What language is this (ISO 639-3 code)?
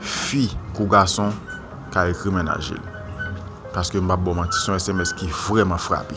hat